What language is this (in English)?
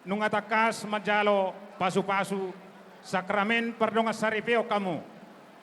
Batak Toba